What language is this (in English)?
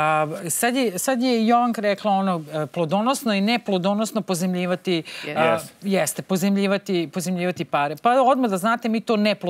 Serbian